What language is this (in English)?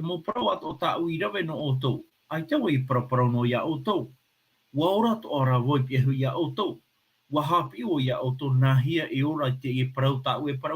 Tahitian